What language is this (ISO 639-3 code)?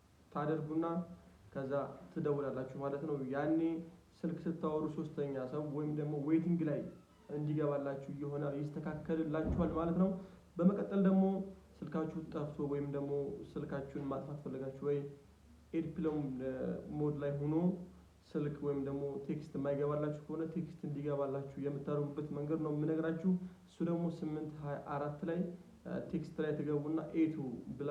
amh